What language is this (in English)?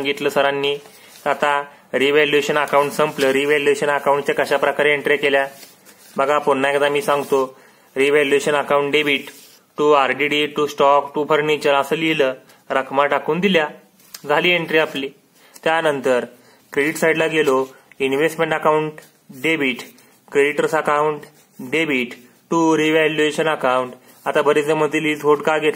Marathi